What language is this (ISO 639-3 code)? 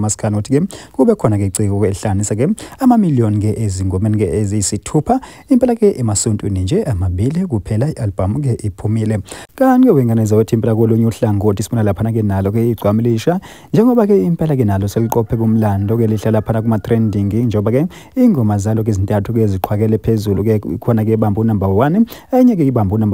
zul